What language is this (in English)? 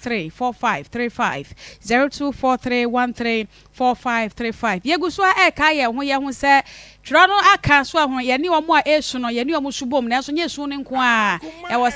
Akan